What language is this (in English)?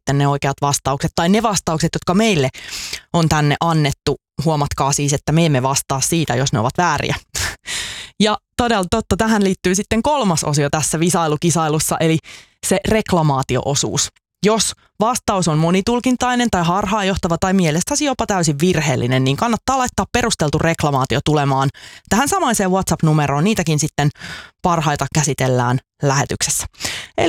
Finnish